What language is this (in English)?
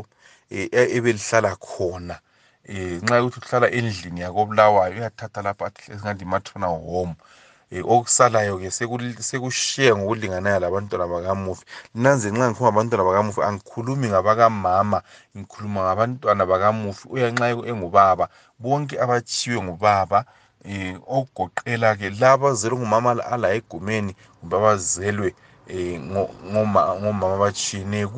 North Ndebele